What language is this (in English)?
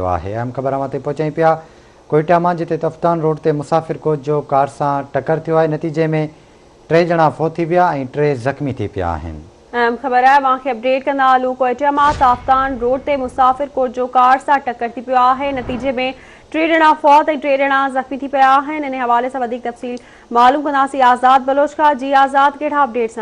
Sindhi